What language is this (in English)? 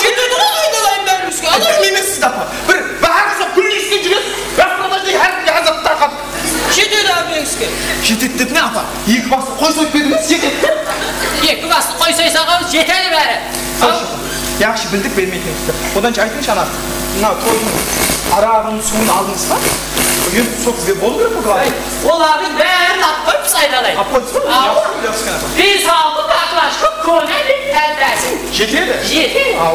Kara-Kalpak